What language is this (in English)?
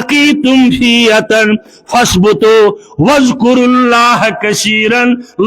Kashmiri